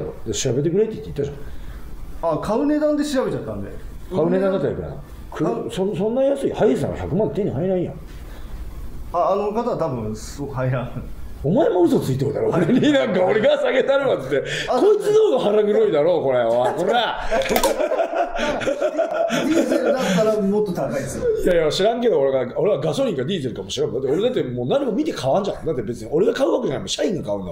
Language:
Japanese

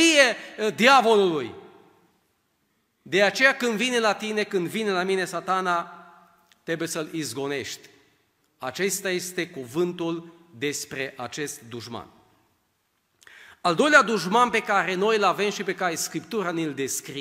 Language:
Romanian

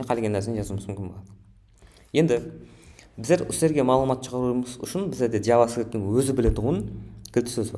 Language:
Kara-Kalpak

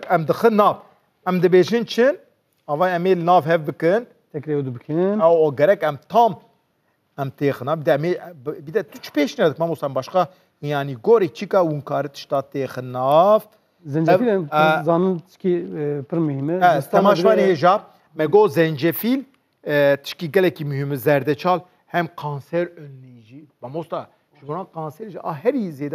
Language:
Kurdish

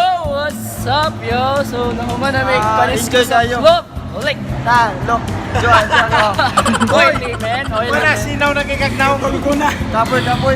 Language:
Cebuano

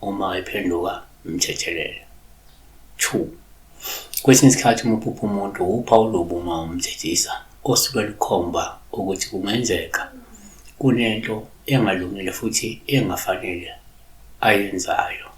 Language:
Zulu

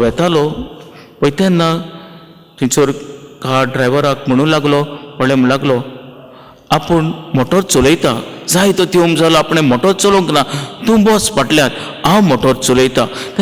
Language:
Konkani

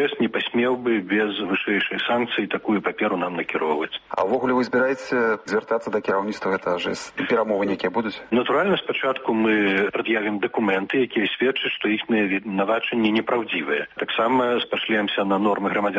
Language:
Belarusian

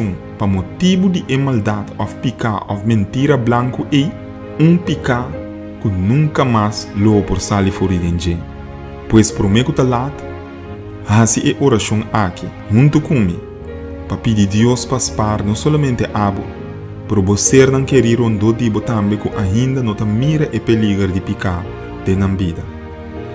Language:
Papiamento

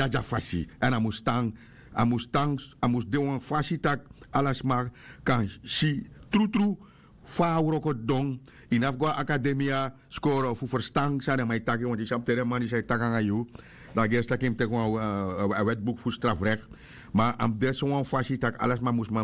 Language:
Sranan Tongo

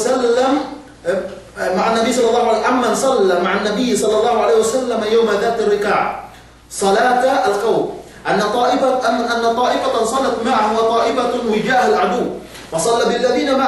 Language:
Yakan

